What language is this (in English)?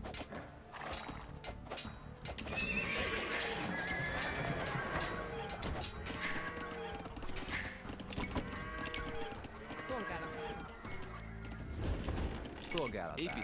Hungarian